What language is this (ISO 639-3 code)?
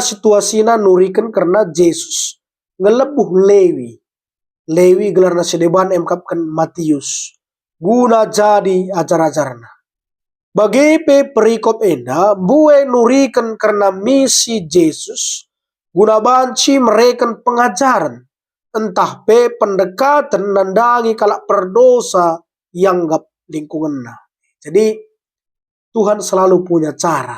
btx